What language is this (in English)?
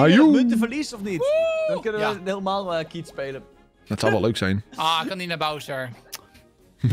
Dutch